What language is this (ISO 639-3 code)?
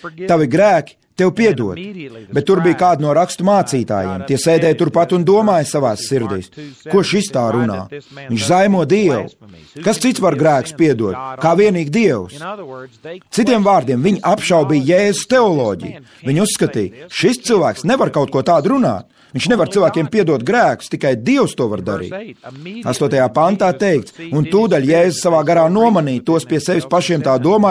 lav